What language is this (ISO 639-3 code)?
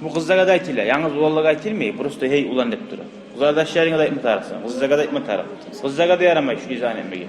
kum